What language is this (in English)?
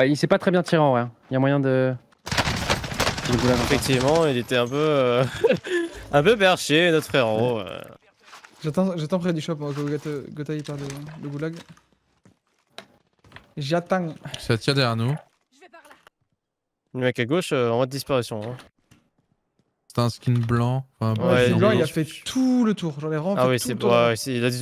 French